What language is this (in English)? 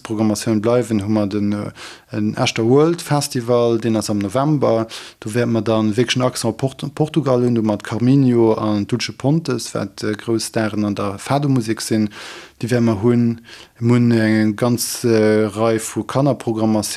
Luxembourgish